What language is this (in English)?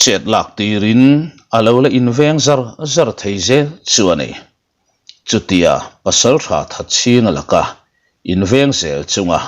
Mizo